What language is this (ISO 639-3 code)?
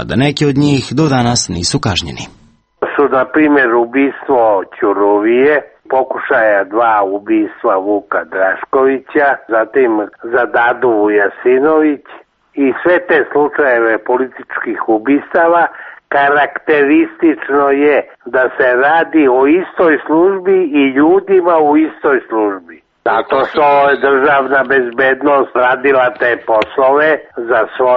srp